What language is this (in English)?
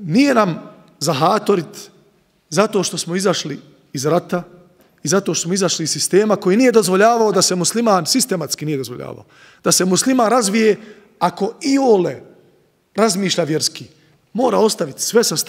Bosnian